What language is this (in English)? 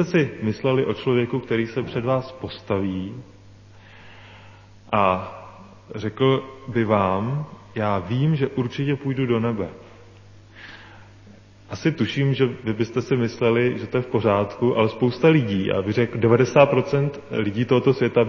Czech